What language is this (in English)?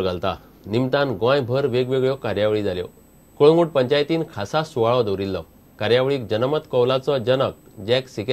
Konkani